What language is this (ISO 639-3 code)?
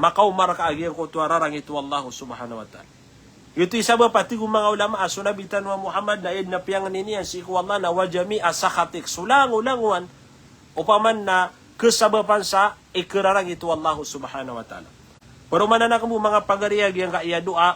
mrw